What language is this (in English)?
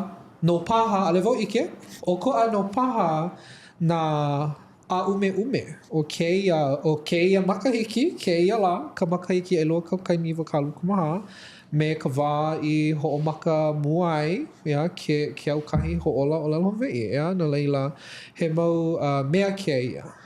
Hawaiian